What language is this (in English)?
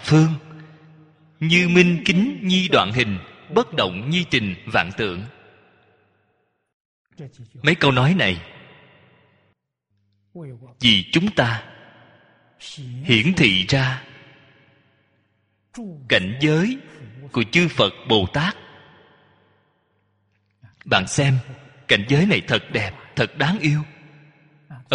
Vietnamese